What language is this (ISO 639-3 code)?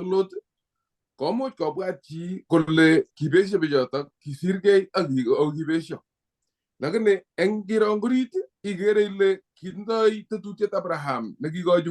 kln